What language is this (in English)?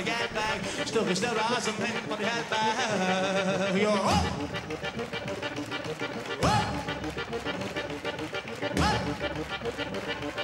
Norwegian